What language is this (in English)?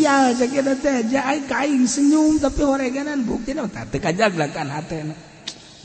Sundanese